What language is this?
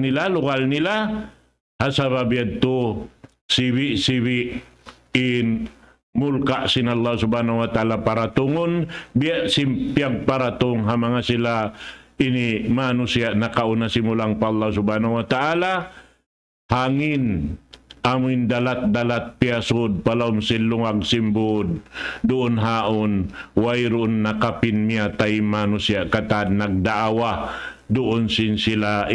Tausug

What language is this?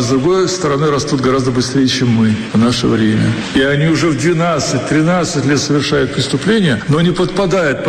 Russian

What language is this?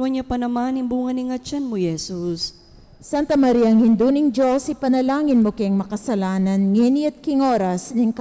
Pampanga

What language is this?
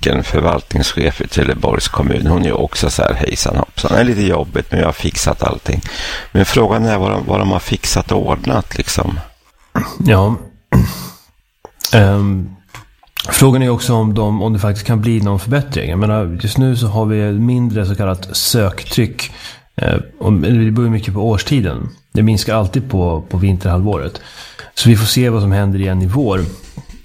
Swedish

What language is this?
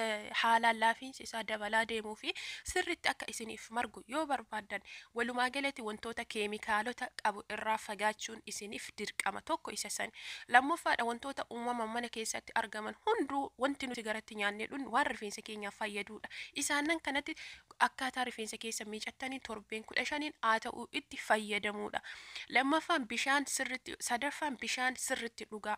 Oromo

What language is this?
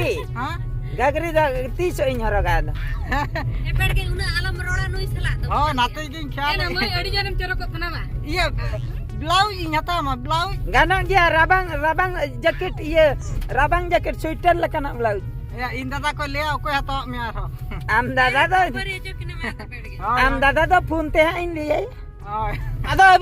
Santali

